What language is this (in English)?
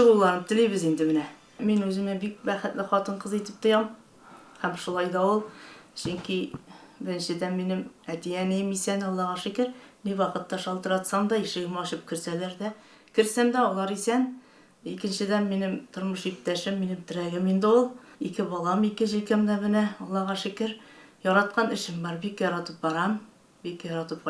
Tatar